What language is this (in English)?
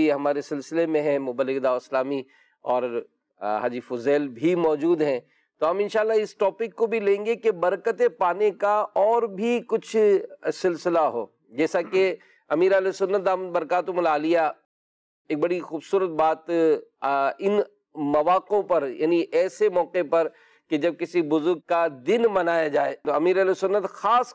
Urdu